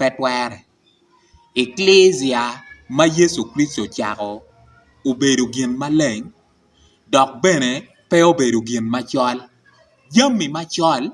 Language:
Acoli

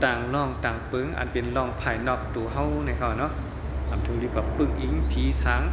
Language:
Shan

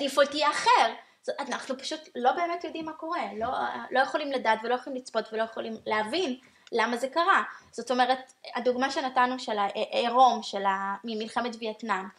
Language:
Hebrew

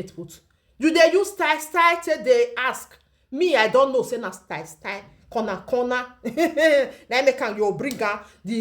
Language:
Nigerian Pidgin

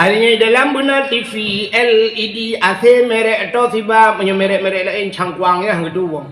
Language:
Achinese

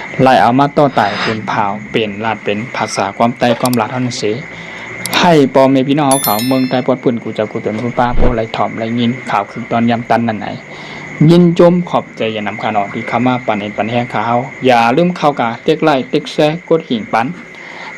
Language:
Shan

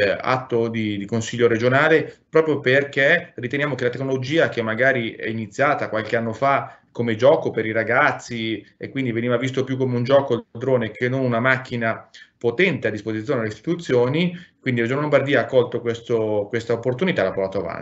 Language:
Italian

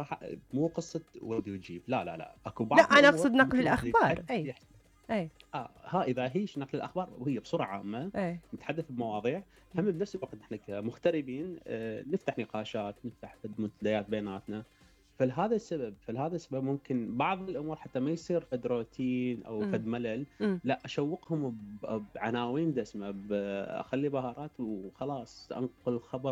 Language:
Mesopotamian Arabic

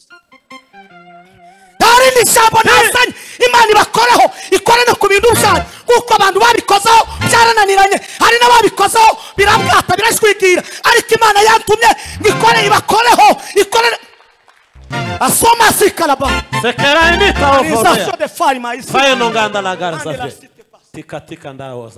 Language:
Kinyarwanda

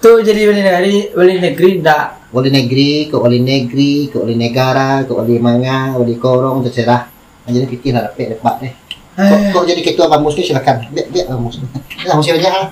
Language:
Minangkabau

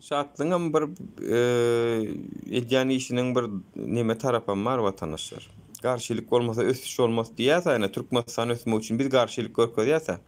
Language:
Turkmen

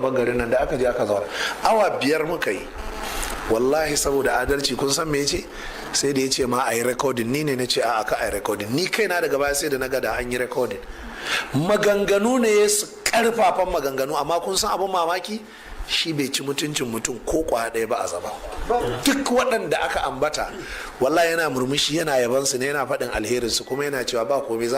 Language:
Hausa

